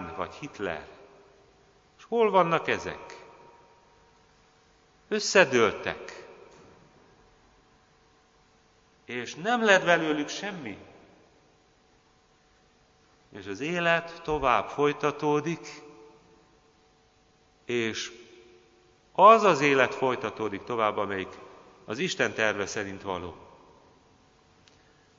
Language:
Hungarian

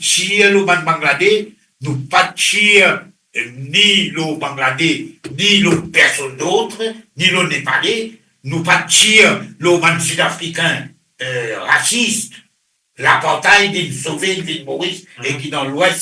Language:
Morisyen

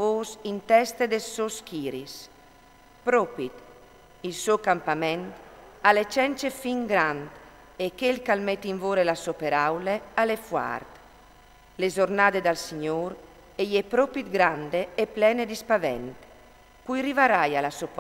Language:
Friulian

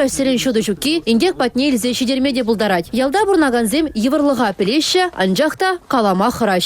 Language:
Chuvash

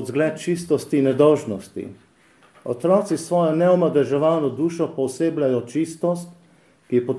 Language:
Slovenian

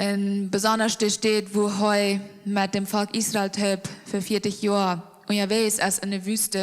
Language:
Plautdietsch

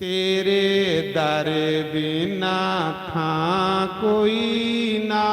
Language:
Dogri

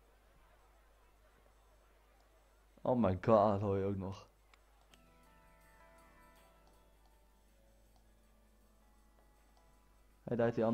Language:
Dutch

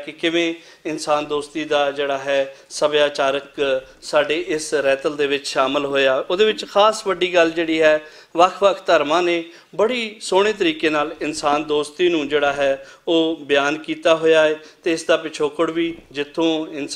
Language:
Western Panjabi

